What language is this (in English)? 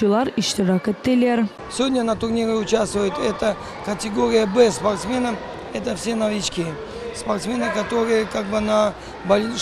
Crimean Tatar